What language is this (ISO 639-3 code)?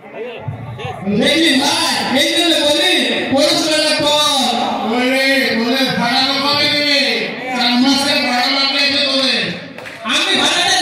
ben